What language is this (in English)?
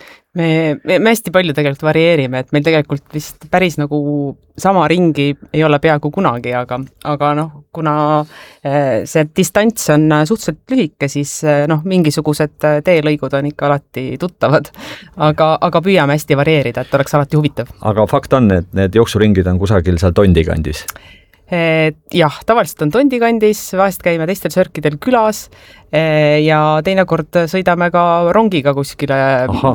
Estonian